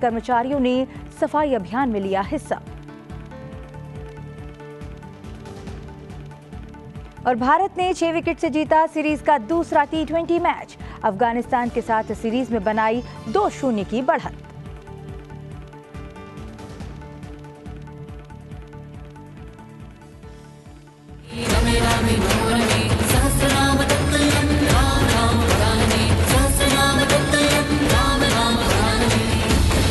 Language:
Hindi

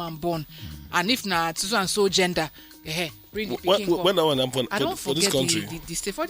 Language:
Nigerian Pidgin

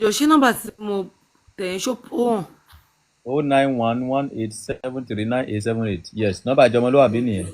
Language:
Yoruba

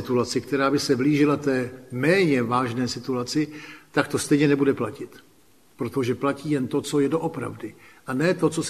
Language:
Czech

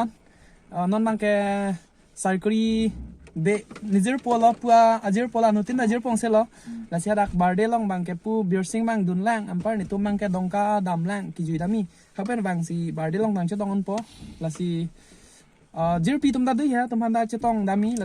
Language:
Karbi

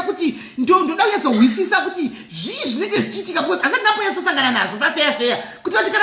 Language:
Shona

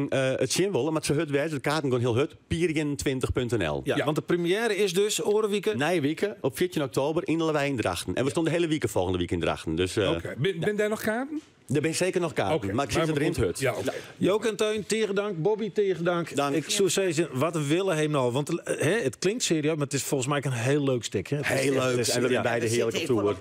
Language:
Western Frisian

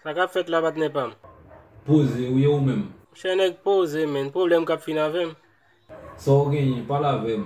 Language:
Haitian Creole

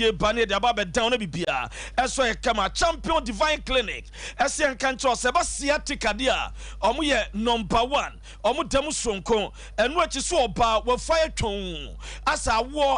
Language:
Akan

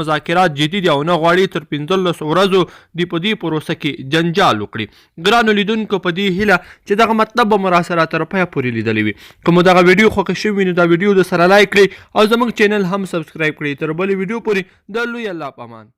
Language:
Pashto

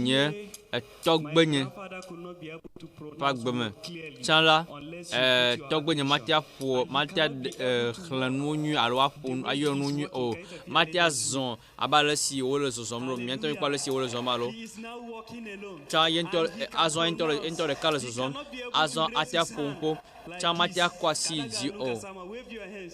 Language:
Ewe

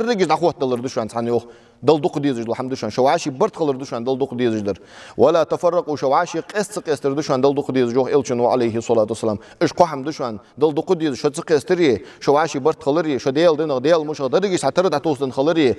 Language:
Ingush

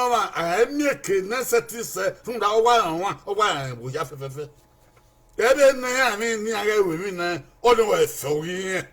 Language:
Bini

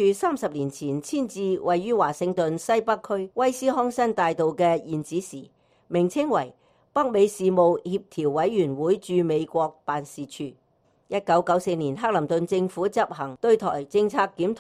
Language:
Cantonese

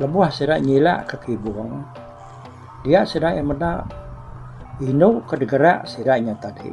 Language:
Iban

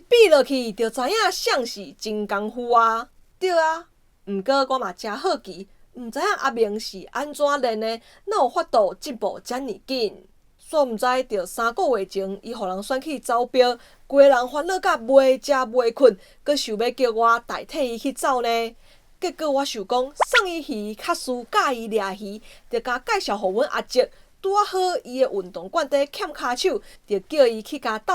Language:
Min Nan Chinese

